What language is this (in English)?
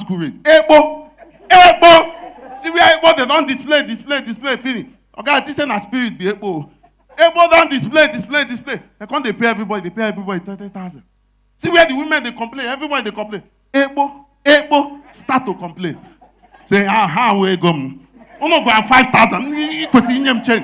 Nigerian Pidgin